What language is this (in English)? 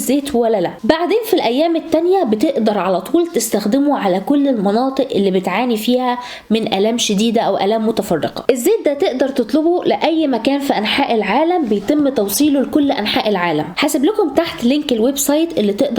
Egyptian Arabic